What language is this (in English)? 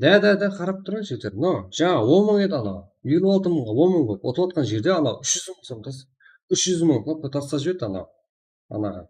Kara-Kalpak